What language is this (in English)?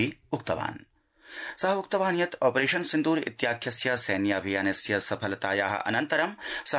Sanskrit